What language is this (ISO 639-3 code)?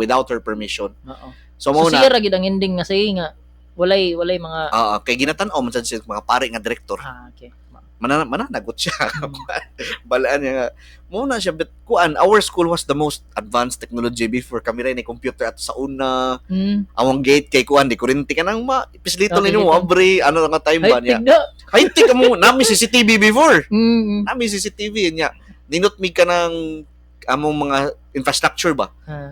ceb